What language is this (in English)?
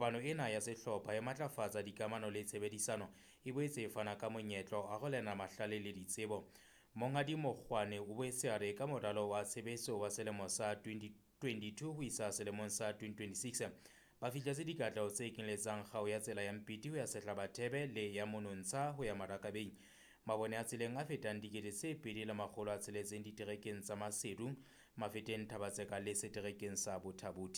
Southern Sotho